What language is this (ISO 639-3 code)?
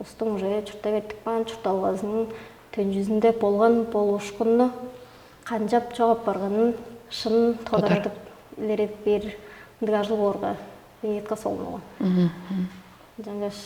tyv